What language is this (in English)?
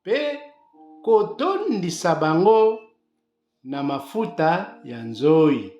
Lingala